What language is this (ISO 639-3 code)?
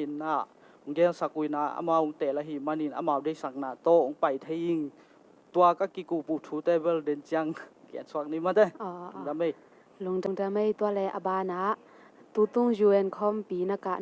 ctd